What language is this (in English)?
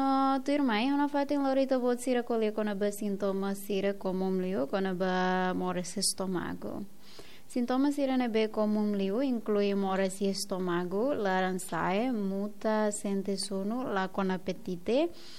Tetum